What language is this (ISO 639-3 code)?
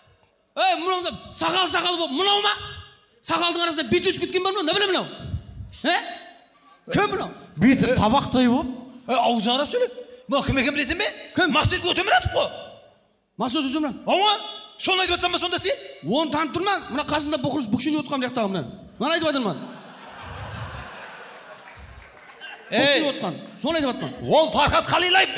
kaz